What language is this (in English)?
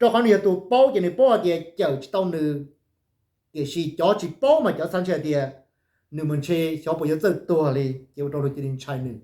Hmong